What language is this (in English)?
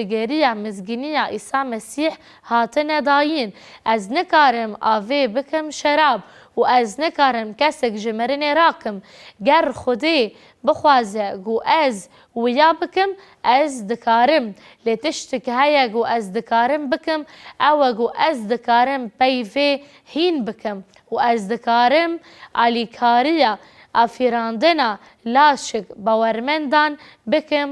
Kurdish